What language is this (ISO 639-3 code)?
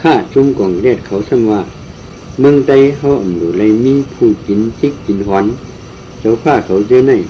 shn